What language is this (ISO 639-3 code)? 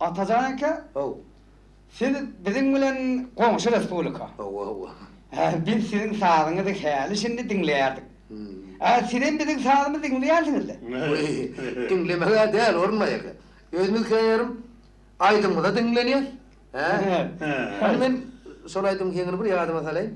tuk